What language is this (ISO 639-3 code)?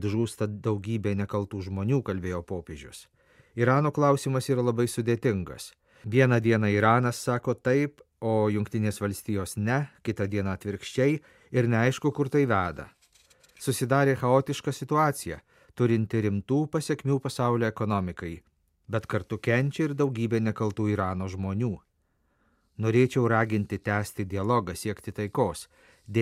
lit